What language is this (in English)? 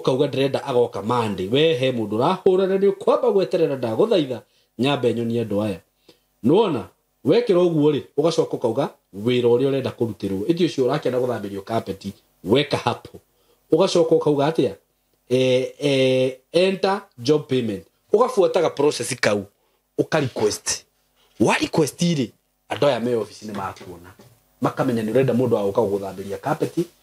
Kikuyu